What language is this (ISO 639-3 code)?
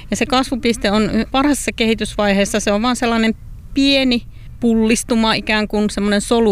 fin